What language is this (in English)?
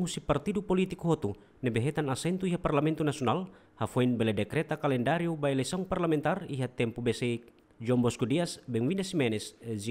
Tetum